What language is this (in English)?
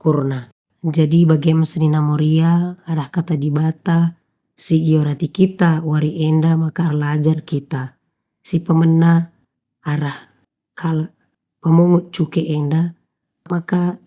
Batak Karo